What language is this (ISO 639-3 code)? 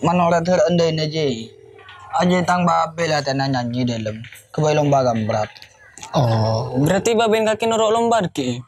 mad